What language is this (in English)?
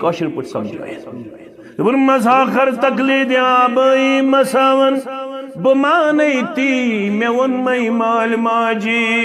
Kashmiri